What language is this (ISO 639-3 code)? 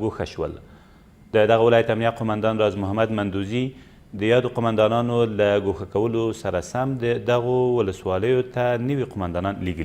pus